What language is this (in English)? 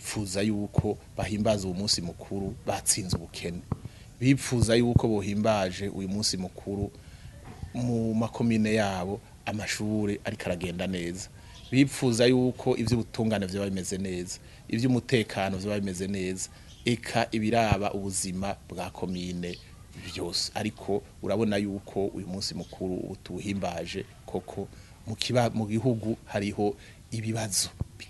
Rundi